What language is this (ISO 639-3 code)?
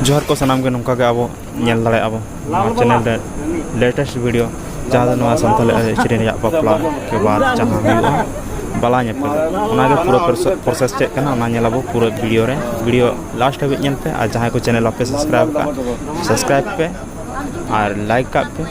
sat